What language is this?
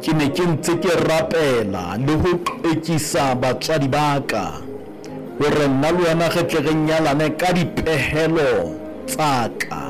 Southern Sotho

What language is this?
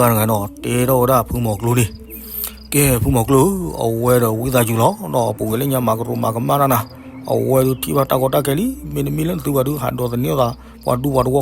S'gaw Karen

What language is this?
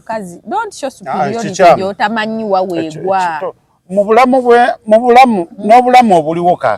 Ganda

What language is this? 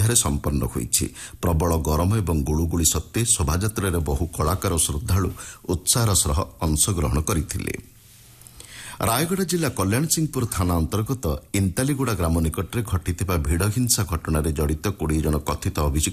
Odia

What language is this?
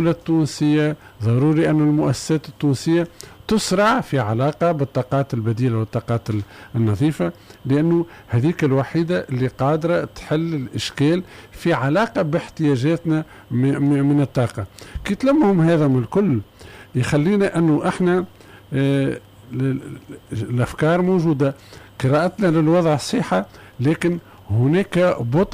Tunisian Arabic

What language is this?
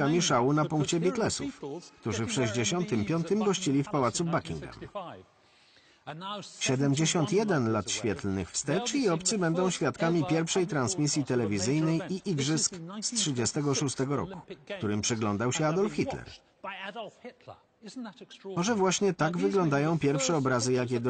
Polish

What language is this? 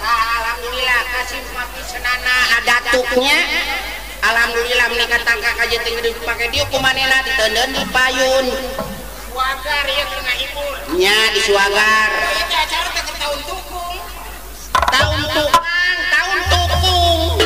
Sundanese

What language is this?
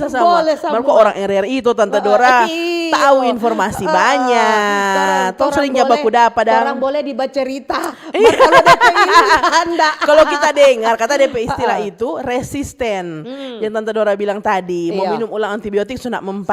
Manado Malay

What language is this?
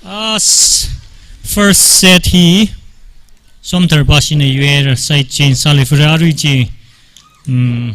Tangkhul Naga (India)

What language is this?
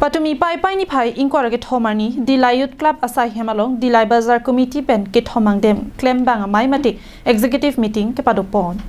Karbi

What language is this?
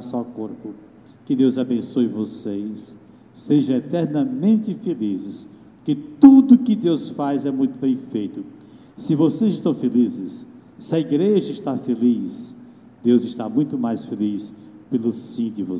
Portuguese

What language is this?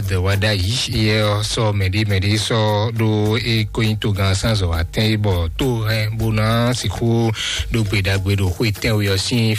Fon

